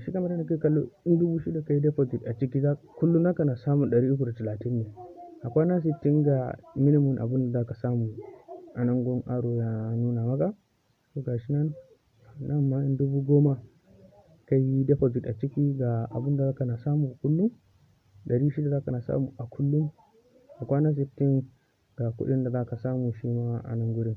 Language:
Hausa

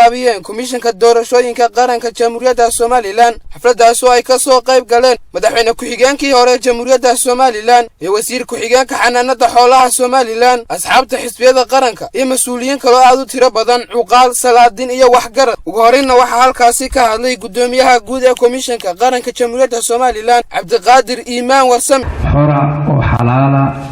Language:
Somali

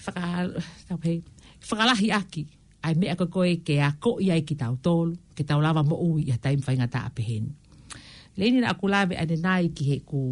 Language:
Tongan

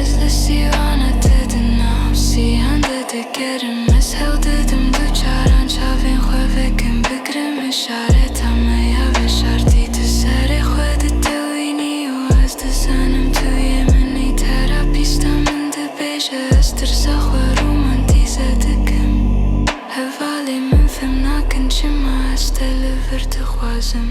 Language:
Kurdish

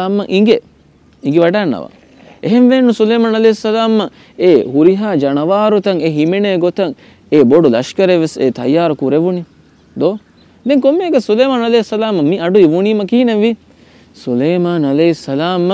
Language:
Divehi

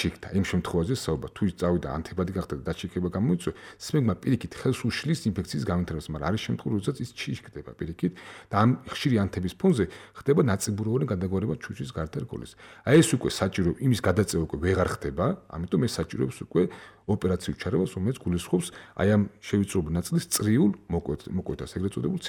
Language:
Georgian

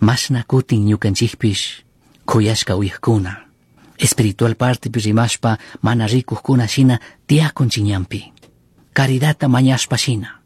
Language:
Chimborazo Highland Quichua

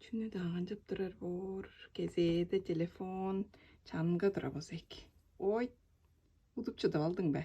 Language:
Tuvinian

